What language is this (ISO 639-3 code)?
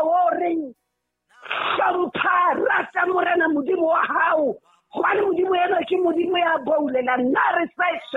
sot